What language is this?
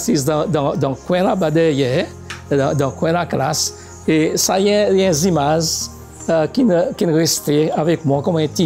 Seselwa Creole French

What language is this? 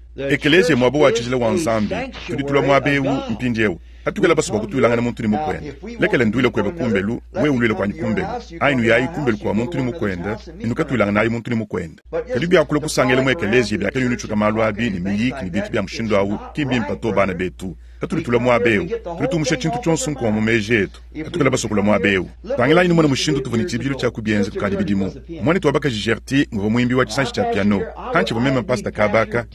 Luba-Lulua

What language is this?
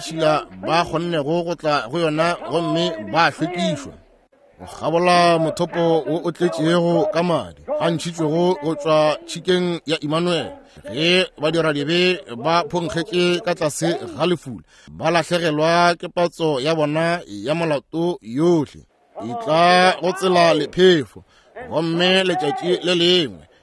Northern Sotho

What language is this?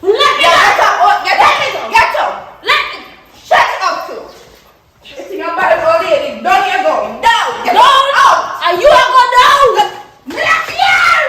Jamaican Creole English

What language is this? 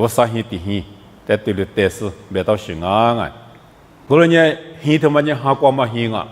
Lisu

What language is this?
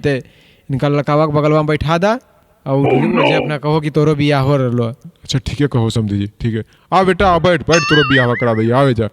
Magahi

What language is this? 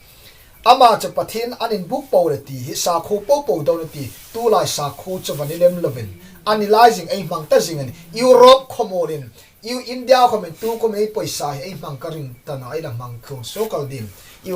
Hmar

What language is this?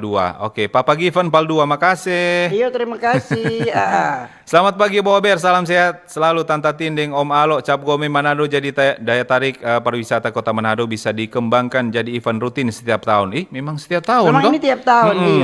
Manado Malay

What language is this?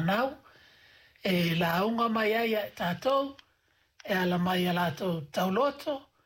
Samoan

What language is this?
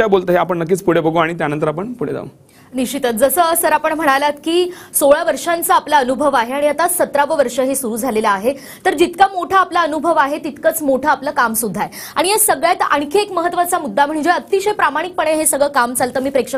Marathi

